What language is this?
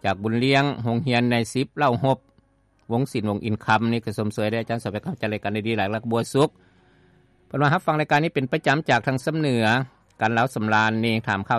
Lao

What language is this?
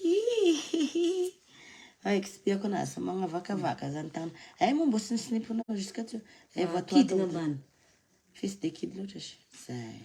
Malagasy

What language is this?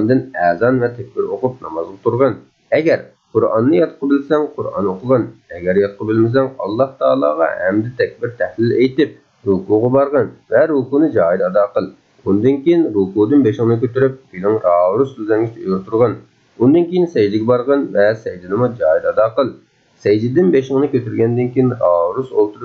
Uyghur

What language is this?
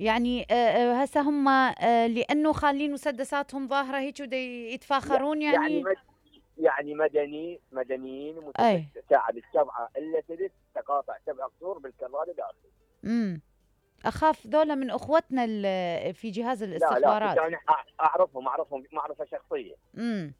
Mesopotamian Arabic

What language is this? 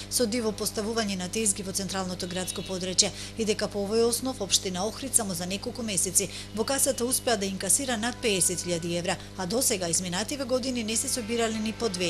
Macedonian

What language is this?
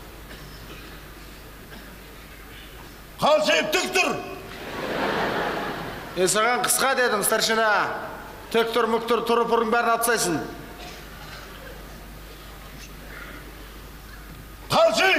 Kazakh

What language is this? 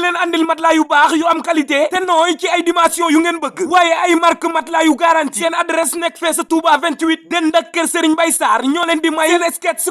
Wolof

